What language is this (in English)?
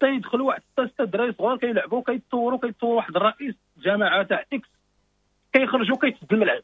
Moroccan Arabic